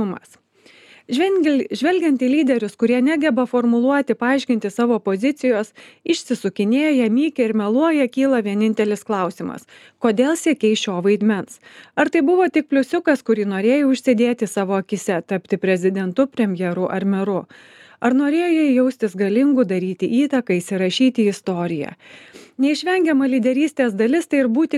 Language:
Lithuanian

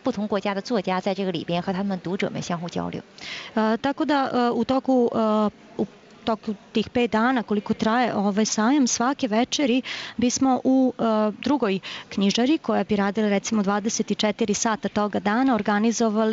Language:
Serbian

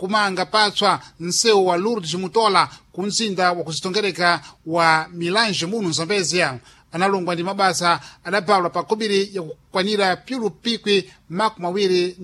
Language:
Sena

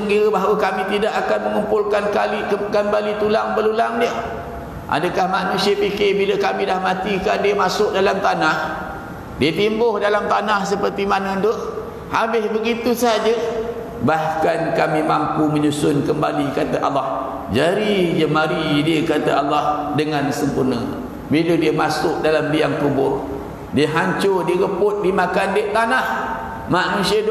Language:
Malay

